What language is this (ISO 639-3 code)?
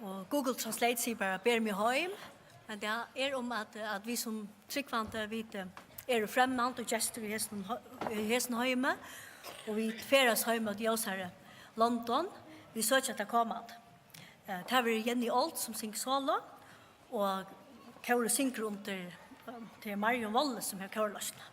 fao